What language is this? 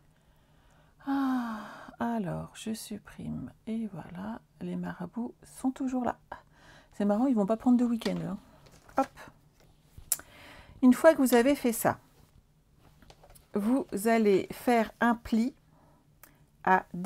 French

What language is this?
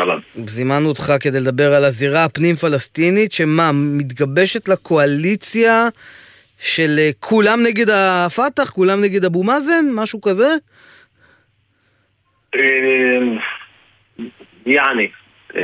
Hebrew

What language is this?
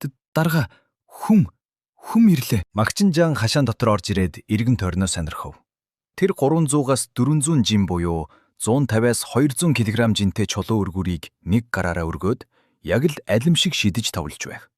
Mongolian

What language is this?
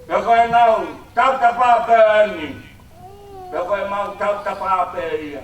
Tongan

